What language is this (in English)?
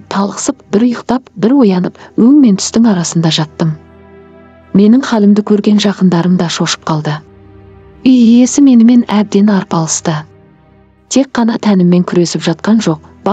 Kazakh